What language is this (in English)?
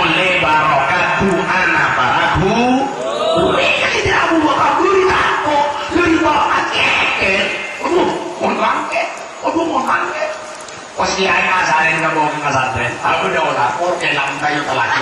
Madurese